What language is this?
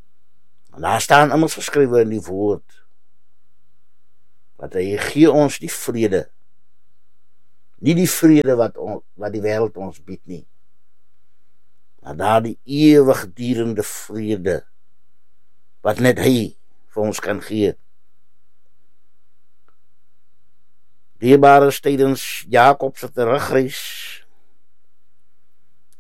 Afrikaans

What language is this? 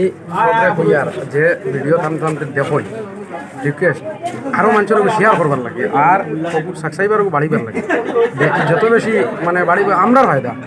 Sylheti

